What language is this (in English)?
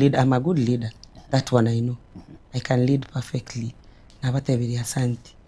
Gusii